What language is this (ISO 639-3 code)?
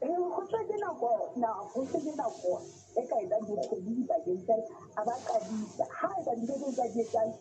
sot